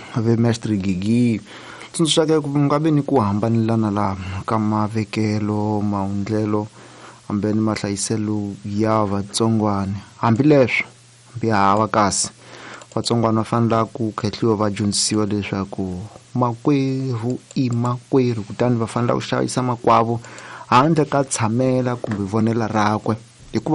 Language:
Tsonga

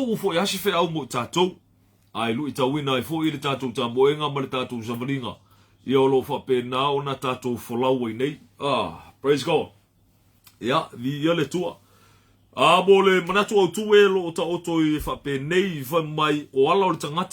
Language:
Samoan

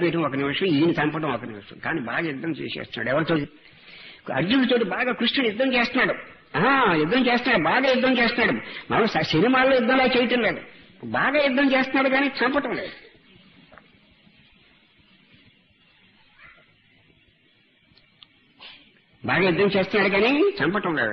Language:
Telugu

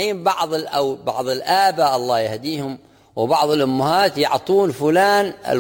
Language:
Arabic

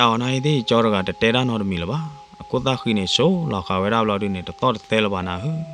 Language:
S'gaw Karen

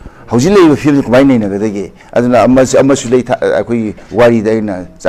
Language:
Manipuri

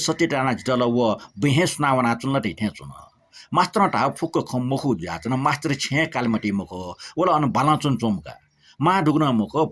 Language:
Newari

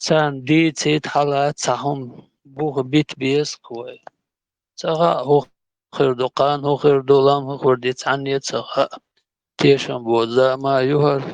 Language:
Chechen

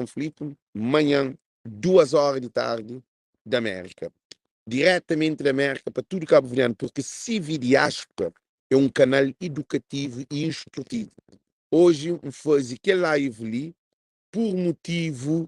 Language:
Kabuverdianu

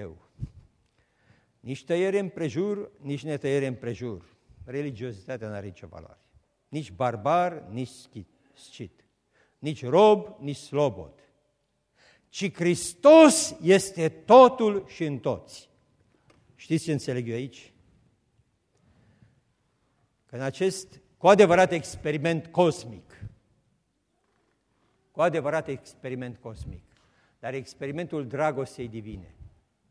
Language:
Romanian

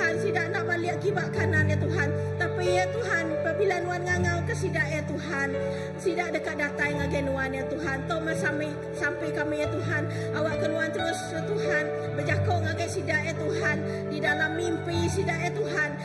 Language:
Iban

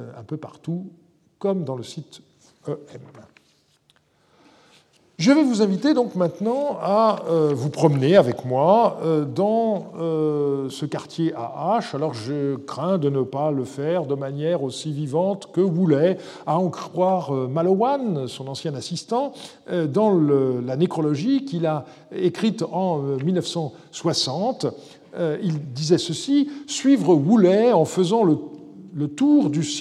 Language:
French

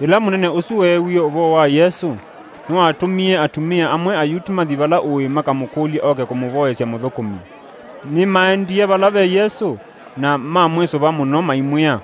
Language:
Kamba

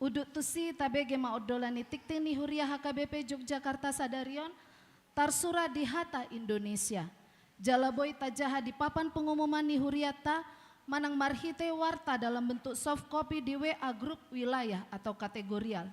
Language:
Batak Toba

